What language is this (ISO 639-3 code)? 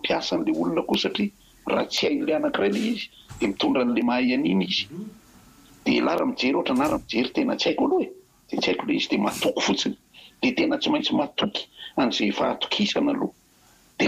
mlg